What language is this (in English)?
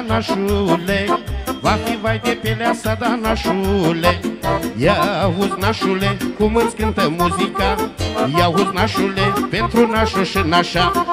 Romanian